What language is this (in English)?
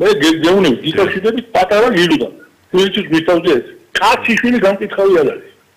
Georgian